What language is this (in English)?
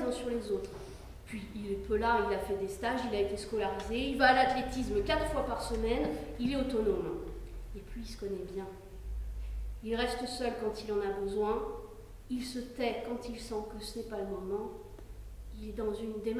French